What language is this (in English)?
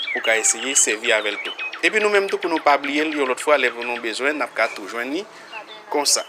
Haitian Creole